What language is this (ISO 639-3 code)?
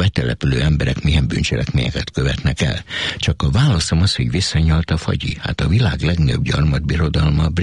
hun